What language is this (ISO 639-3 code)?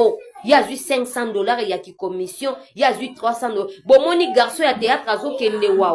lin